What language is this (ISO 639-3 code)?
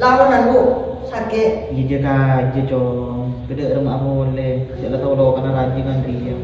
mad